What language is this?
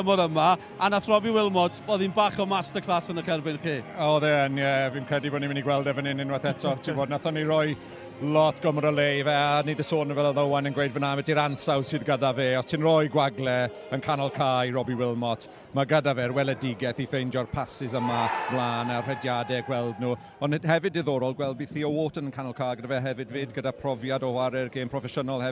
Welsh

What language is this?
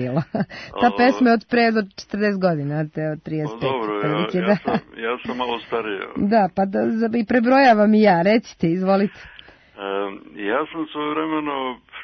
Serbian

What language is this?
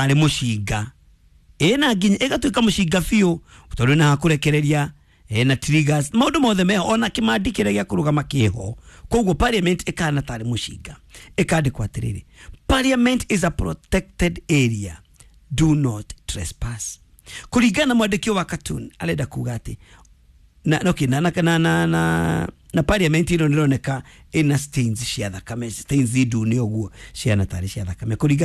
Kikuyu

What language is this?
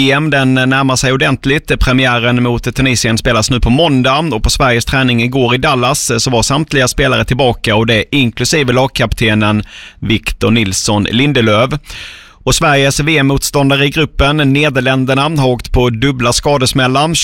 Swedish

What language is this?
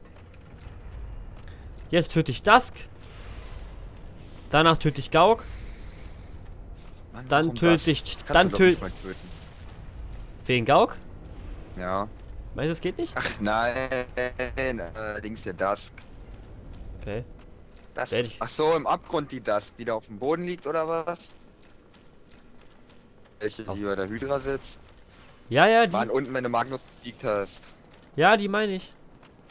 German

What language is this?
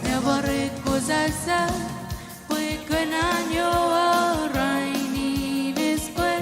Marshallese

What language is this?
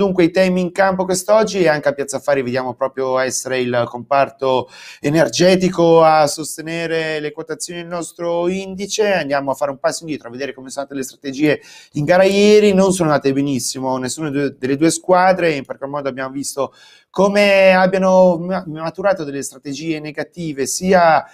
Italian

